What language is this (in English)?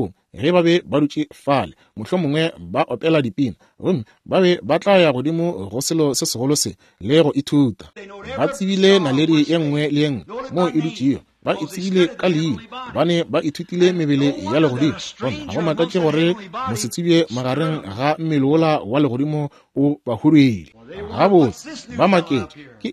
Northern Sotho